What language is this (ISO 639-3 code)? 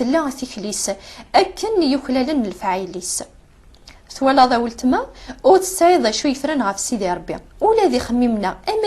kab